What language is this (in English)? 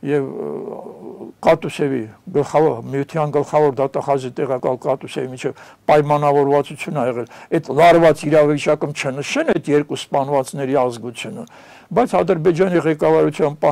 Armenian